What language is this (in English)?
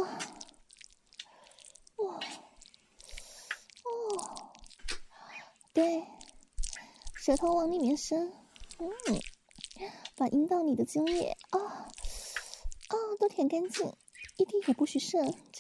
Chinese